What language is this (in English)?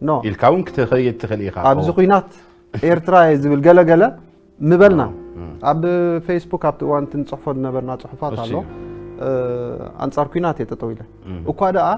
Tigrinya